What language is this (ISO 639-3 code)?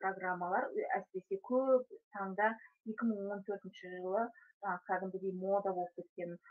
kaz